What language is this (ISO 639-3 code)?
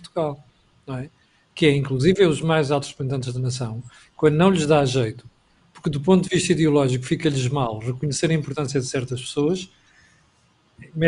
por